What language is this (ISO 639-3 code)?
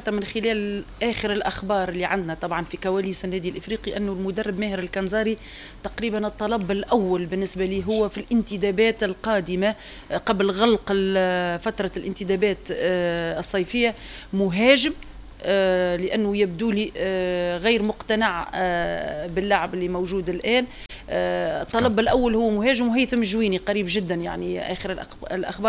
aeb